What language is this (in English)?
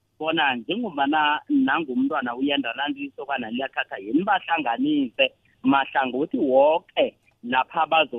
South Ndebele